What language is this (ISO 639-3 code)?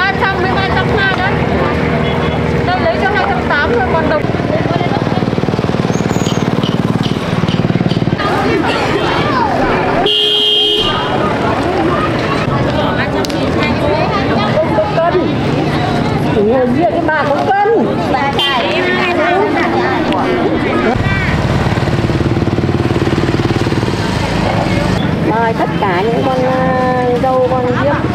vie